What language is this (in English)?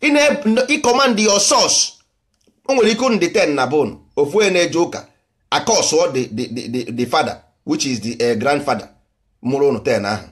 Igbo